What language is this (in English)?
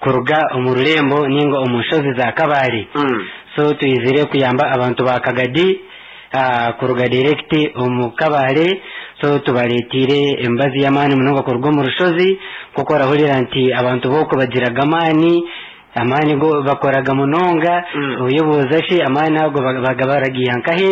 Nyankole